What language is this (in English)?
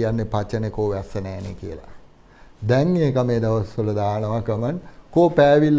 Sinhala